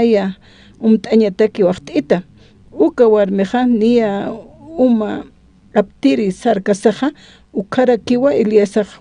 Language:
Aymara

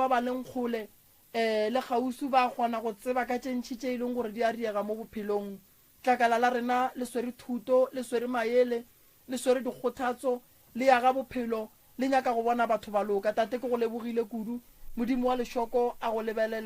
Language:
Northern Sotho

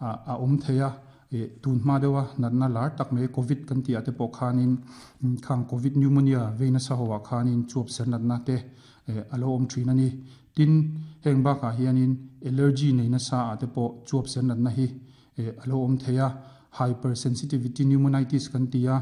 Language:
Mizo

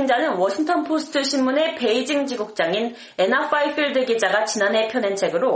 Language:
Korean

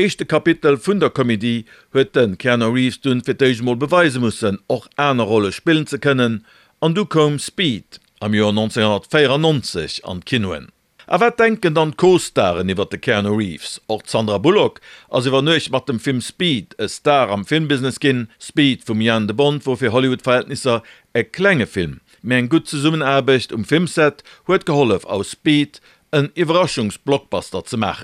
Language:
Luxembourgish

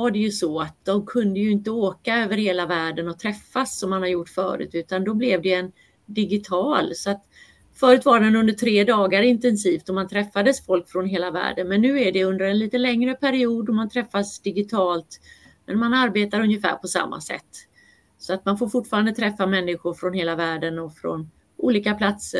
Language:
Swedish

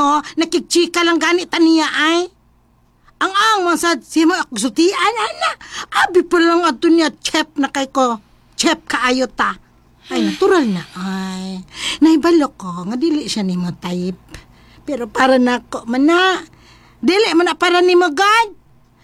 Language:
Cebuano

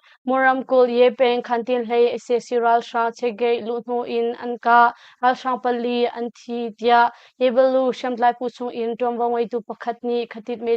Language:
Hakha Chin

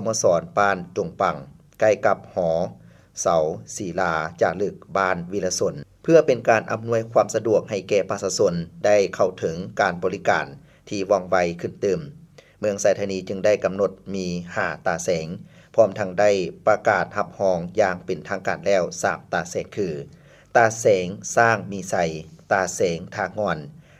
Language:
Lao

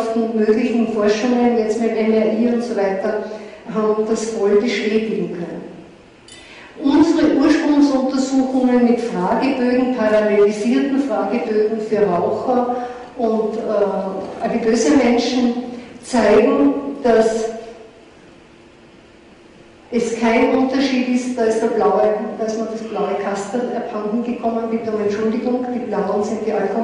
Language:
German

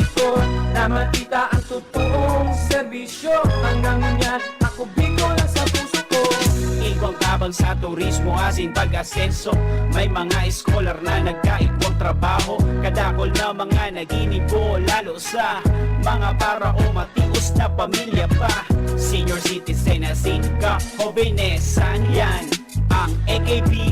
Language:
Bikol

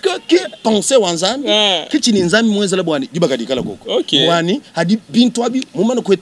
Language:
Luba-Lulua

